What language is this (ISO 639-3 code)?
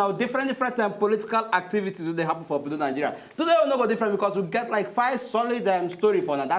pcm